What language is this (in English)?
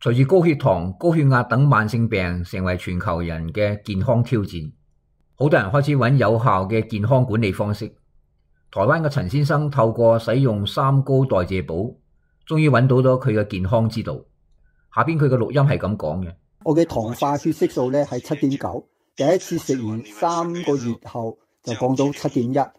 Cantonese